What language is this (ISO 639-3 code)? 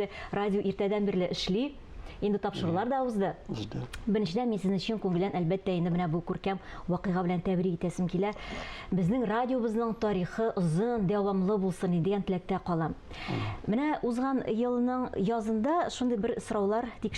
tat